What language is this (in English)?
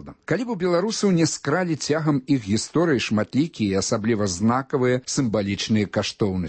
Belarusian